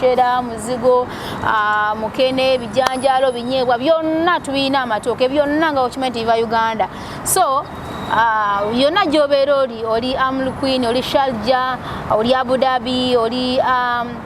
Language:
Ganda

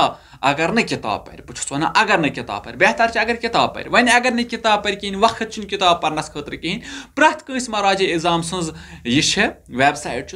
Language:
Kashmiri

